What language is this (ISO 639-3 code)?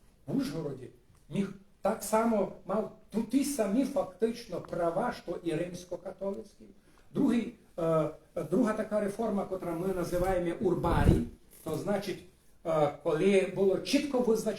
rue